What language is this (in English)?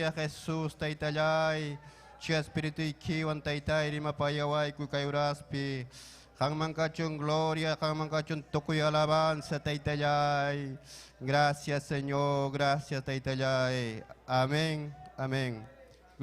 Ayacucho Quechua